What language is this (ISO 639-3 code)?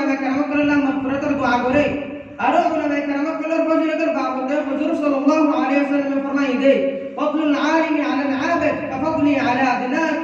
rhg